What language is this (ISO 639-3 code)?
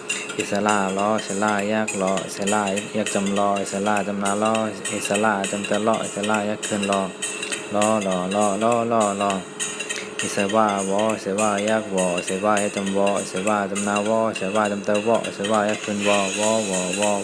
shn